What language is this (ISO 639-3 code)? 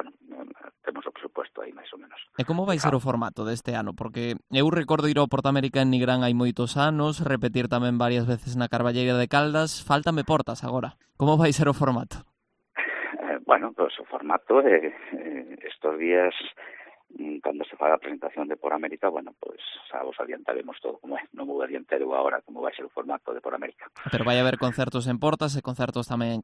glg